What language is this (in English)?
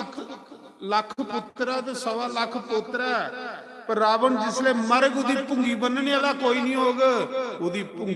Dogri